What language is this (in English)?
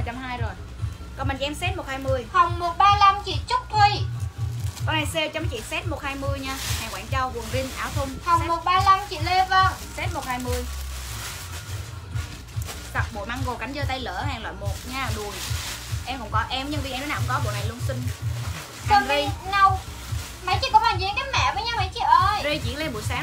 Vietnamese